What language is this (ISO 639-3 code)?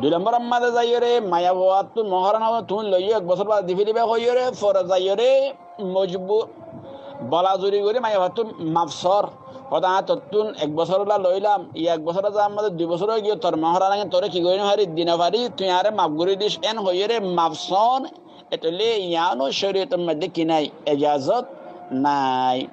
rhg